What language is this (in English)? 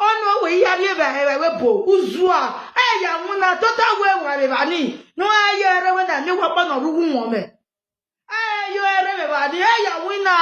Nigerian Pidgin